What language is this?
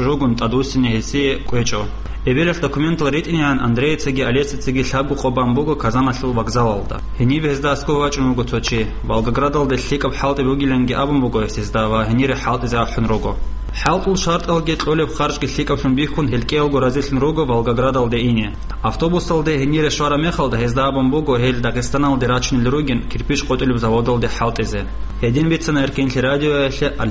Avaric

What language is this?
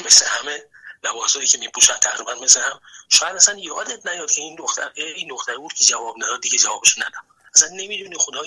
Persian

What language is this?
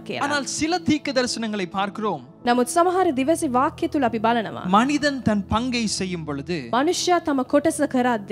Tamil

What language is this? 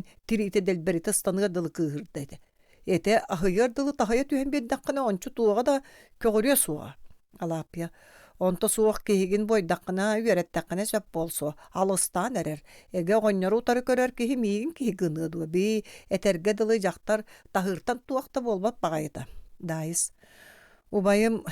Yakut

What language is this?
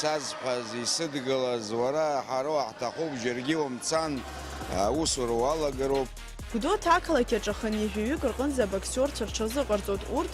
Abkhazian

